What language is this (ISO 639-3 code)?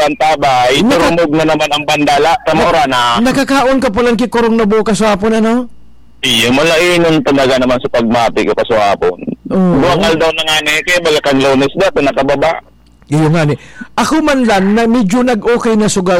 bik